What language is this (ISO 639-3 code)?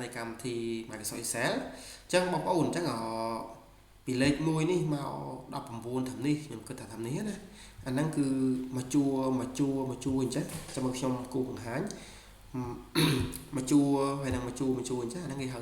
khm